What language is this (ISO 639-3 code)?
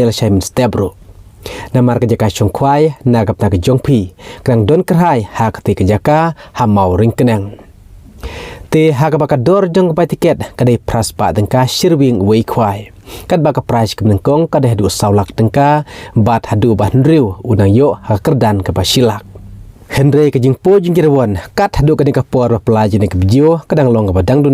kha